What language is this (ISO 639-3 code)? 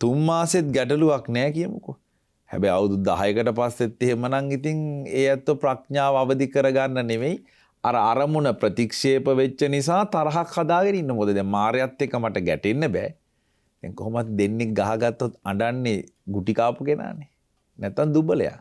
sin